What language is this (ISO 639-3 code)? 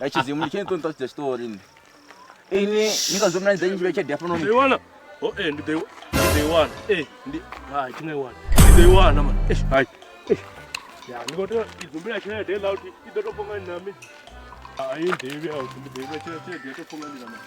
ven